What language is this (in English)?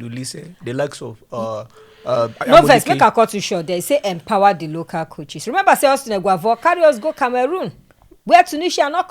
Nigerian Pidgin